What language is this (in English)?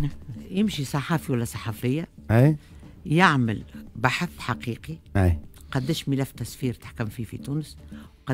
Tunisian Arabic